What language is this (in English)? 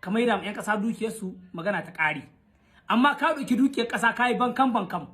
Hausa